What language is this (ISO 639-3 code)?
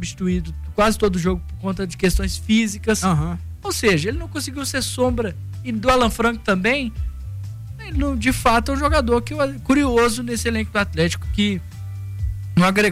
por